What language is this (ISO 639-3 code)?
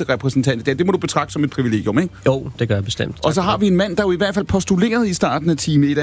dan